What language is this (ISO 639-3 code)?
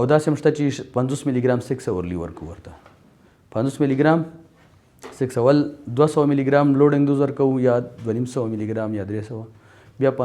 pus